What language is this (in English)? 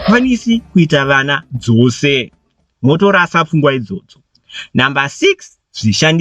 Shona